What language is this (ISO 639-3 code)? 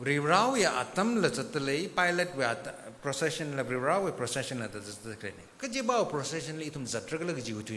nmf